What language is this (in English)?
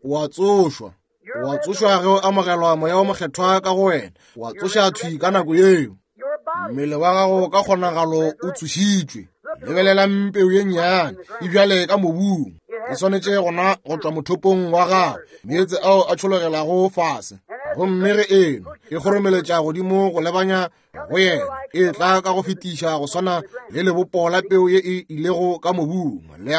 Northern Sotho